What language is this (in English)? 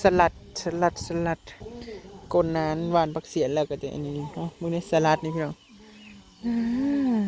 Northeastern Thai